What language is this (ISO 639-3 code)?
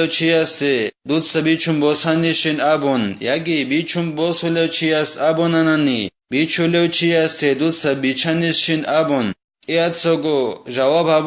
ava